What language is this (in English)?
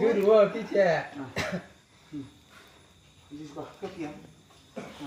Minangkabau